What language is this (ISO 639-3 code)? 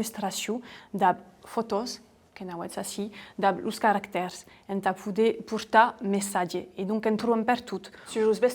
oci